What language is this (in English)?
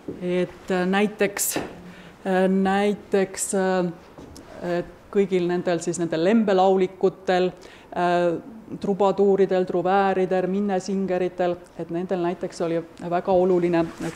Estonian